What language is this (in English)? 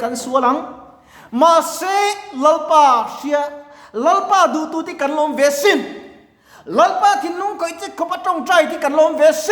Mizo